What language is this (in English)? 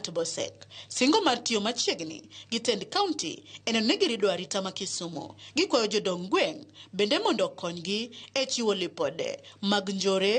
Luo (Kenya and Tanzania)